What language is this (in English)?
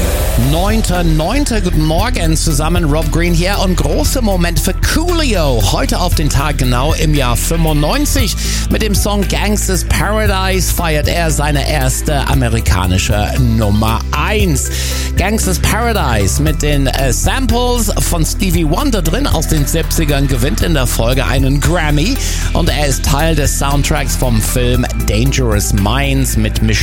German